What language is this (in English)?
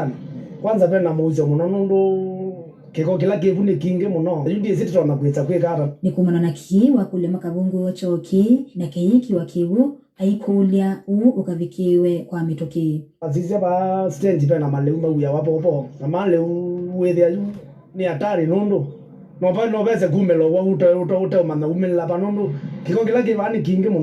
Kamba